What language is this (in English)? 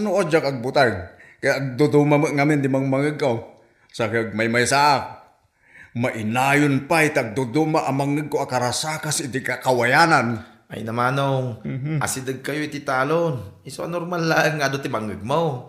Iloko